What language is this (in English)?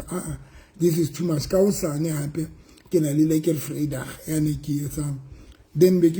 Southern Sotho